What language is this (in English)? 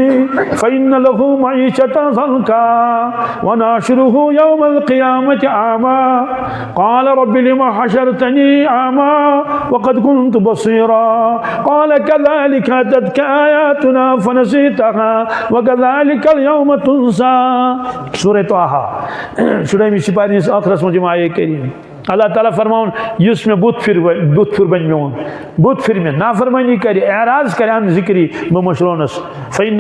Kashmiri